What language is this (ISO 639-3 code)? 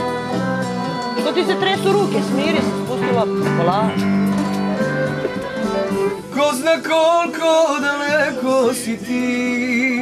srp